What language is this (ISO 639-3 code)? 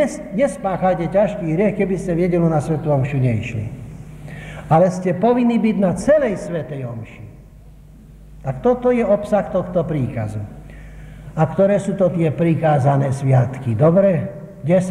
slk